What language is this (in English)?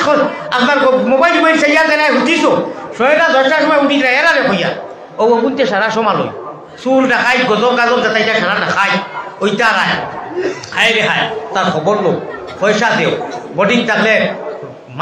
Sylheti